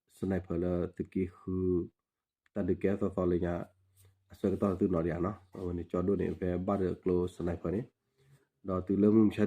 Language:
S'gaw Karen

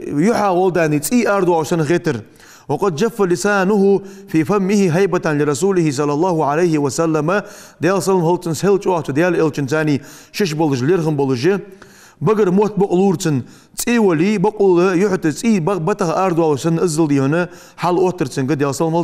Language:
Ingush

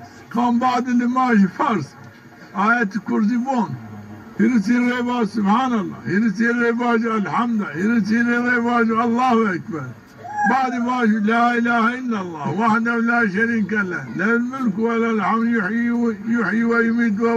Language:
Zaza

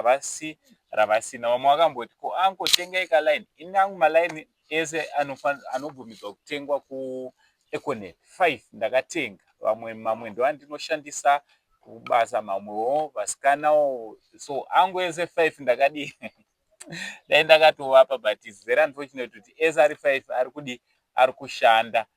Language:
Shona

